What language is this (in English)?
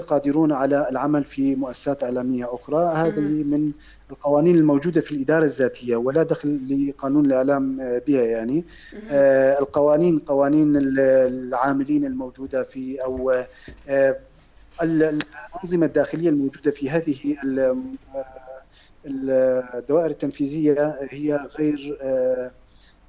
North Levantine Arabic